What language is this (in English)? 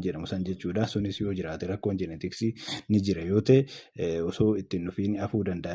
Oromo